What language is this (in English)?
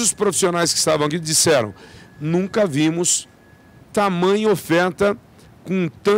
Portuguese